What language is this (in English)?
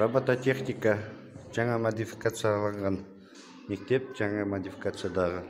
Kazakh